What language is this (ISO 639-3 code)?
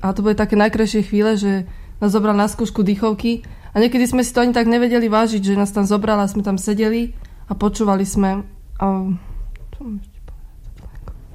slk